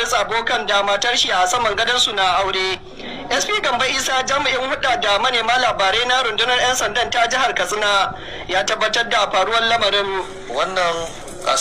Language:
Hausa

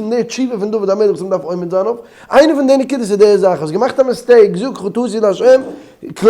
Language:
Yiddish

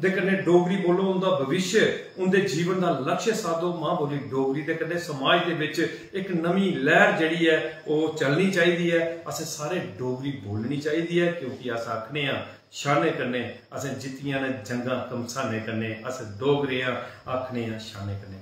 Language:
Dogri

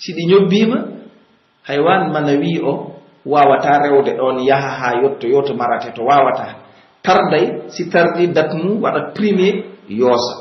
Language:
Pular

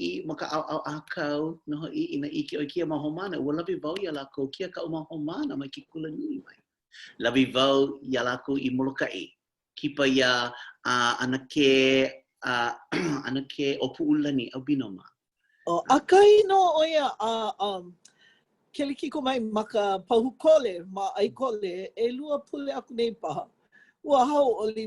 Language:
Hawaiian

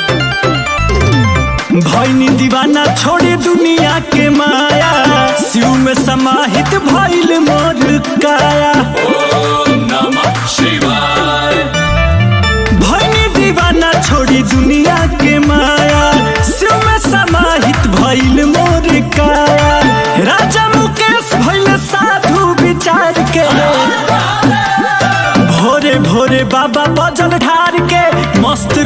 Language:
Bhojpuri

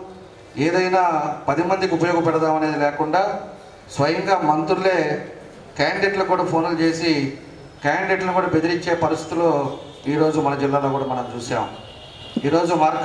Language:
Telugu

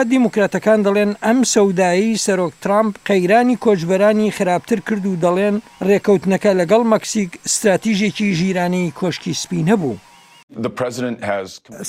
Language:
Central Kurdish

